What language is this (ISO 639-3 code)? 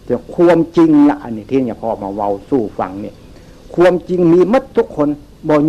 tts